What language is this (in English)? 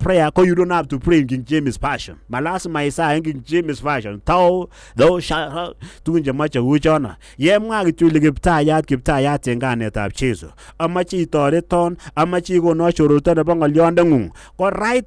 Kalenjin